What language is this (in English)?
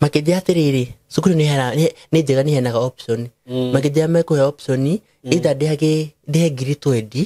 Kikuyu